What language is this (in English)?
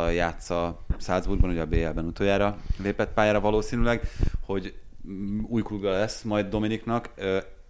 Hungarian